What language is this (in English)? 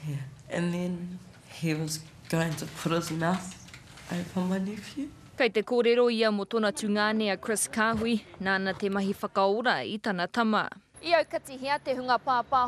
Māori